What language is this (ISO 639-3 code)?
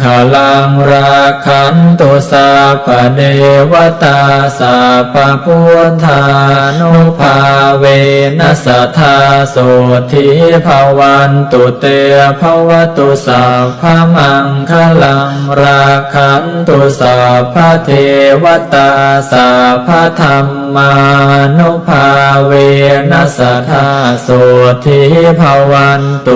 pli